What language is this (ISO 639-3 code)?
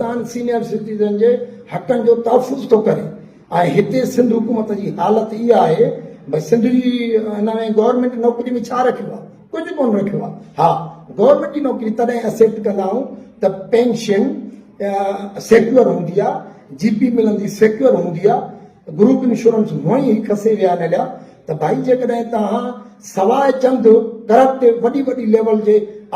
snd